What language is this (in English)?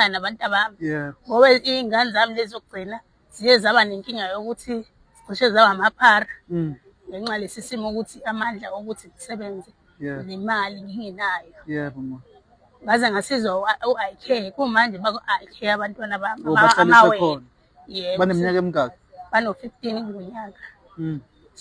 Zulu